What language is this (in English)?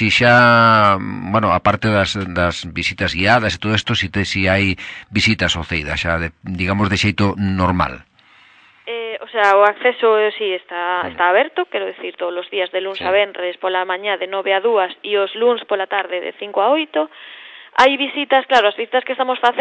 Galician